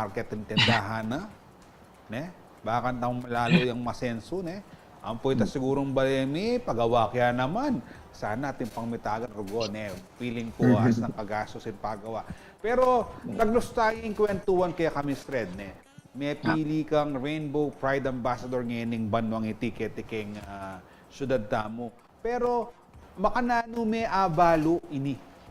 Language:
Pampanga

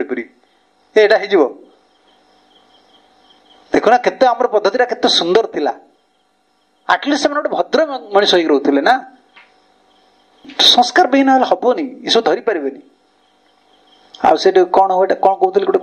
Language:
Odia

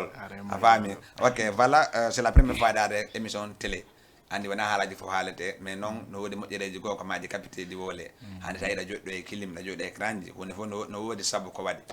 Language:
Fula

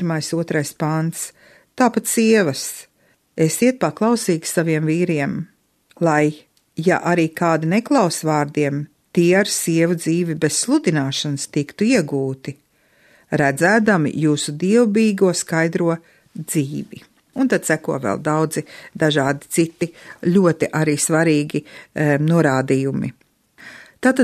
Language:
Latvian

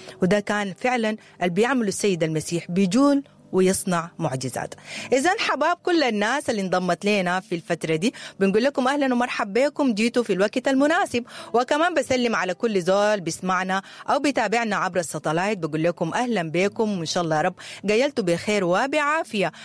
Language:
Sudanese Arabic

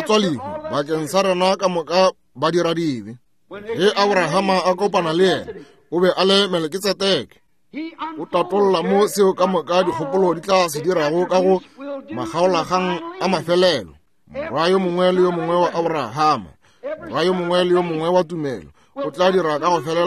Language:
Northern Sotho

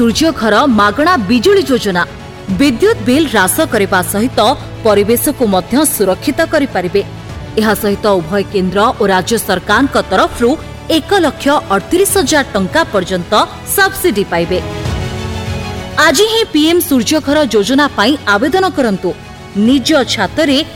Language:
Odia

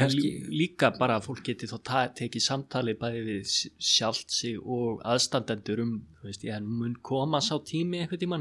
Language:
Icelandic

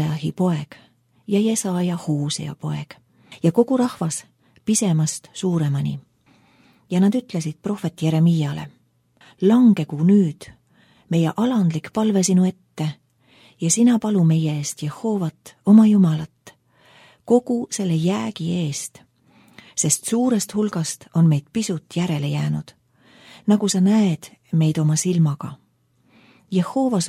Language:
Estonian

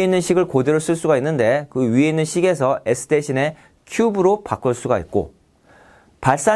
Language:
Korean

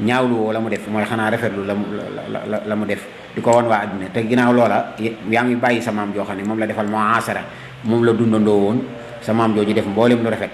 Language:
Wolof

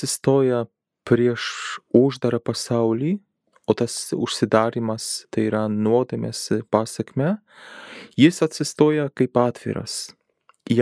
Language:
Lithuanian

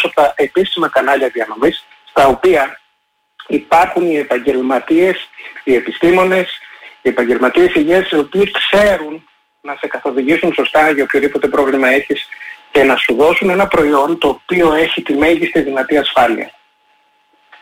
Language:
Greek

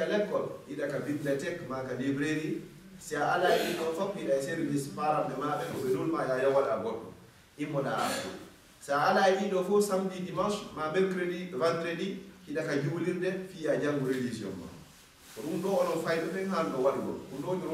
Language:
Fula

